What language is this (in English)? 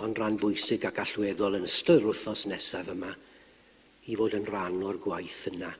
Welsh